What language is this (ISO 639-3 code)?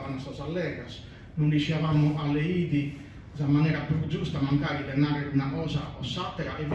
srd